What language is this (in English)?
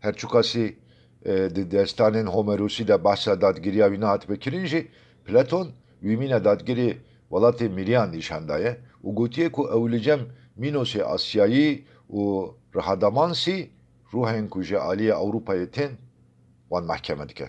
Kurdish